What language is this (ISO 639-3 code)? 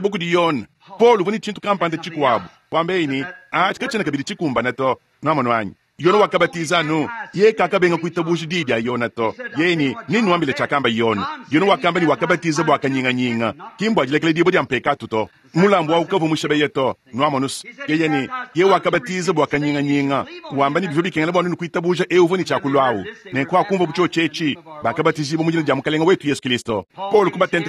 lua